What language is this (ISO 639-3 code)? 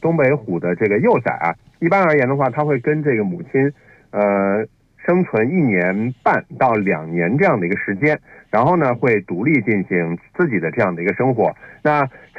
zho